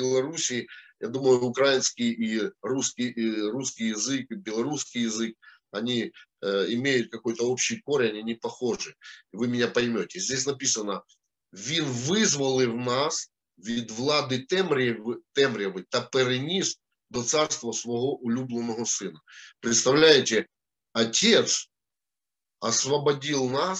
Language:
Russian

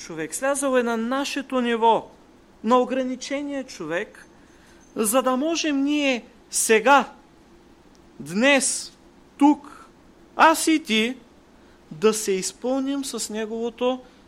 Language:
Bulgarian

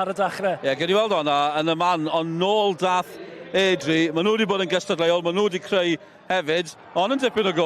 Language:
Welsh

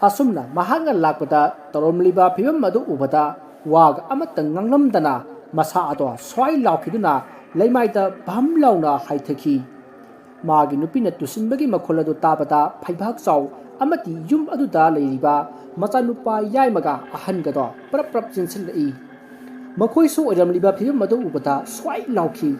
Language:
Manipuri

